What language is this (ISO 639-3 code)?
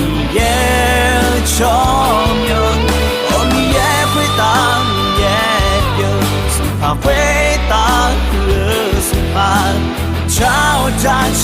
ahk